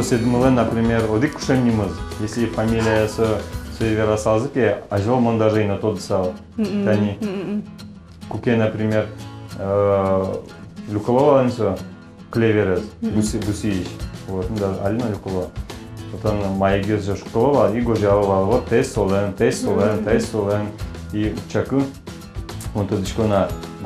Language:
Udmurt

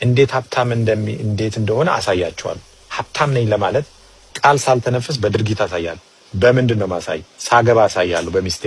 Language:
Amharic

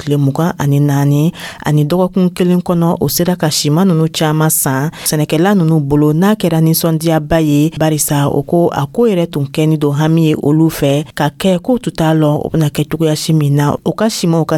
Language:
Dyula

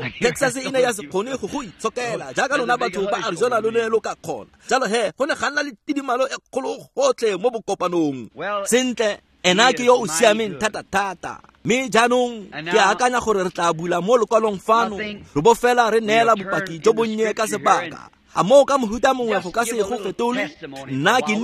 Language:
Tswana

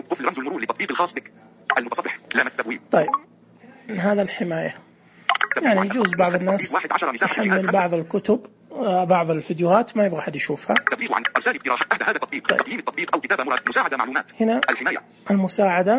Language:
Najdi Arabic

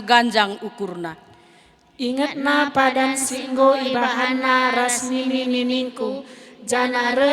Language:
Batak Karo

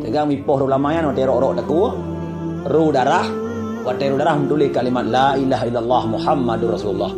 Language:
Achinese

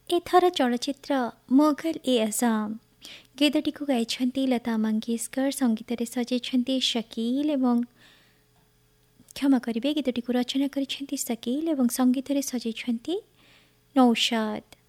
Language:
Odia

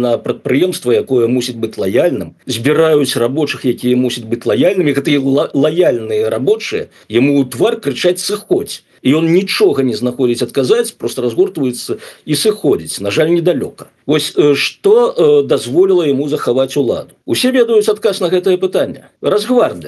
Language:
Belarusian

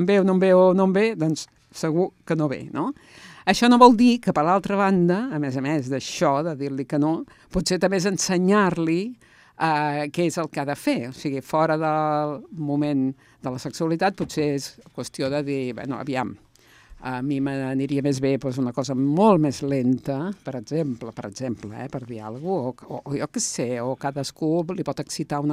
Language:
Catalan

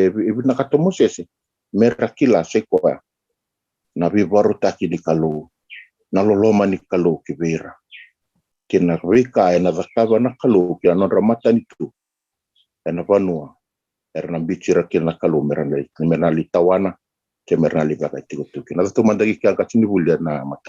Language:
Fijian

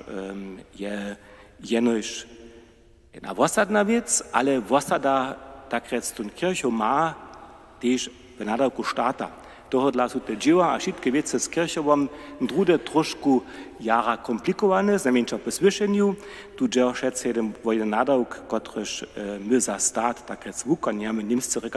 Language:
Upper Sorbian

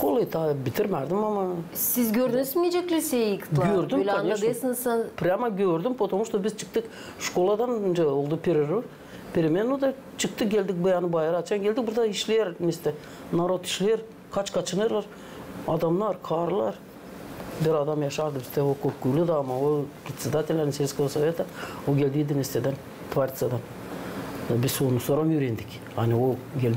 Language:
Gagauz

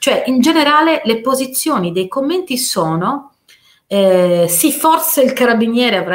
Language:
Italian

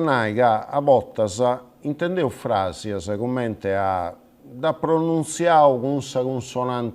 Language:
Sardinian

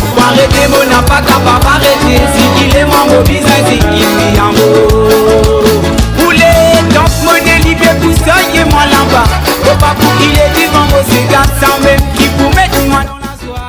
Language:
Morisyen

